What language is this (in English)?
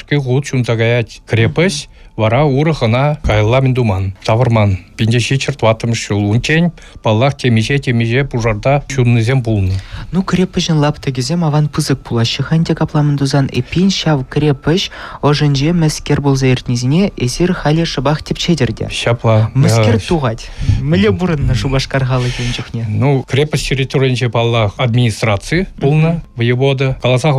Chuvash